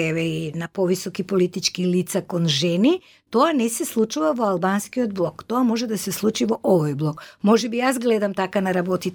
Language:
Macedonian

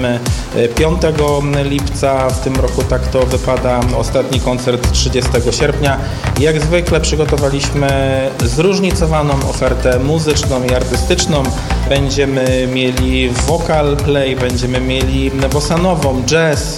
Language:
Polish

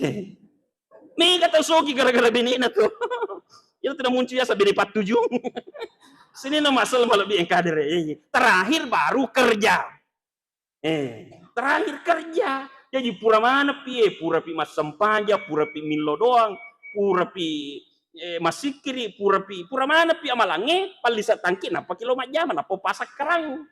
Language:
Buginese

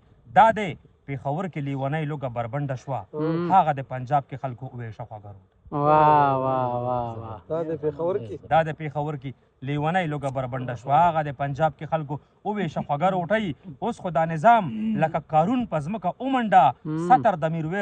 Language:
Pashto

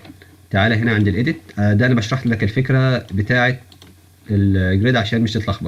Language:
Egyptian Arabic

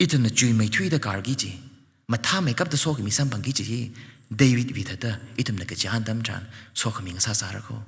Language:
Tangkhul Naga (India)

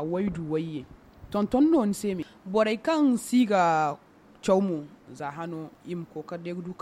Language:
Zarma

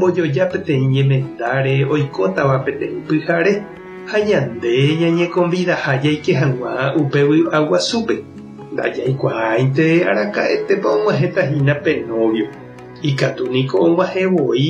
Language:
Guarani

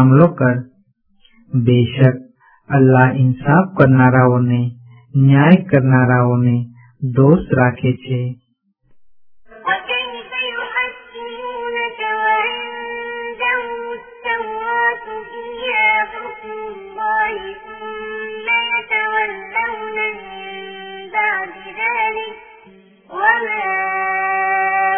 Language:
Gujarati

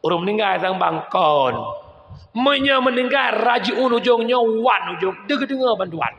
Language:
Achinese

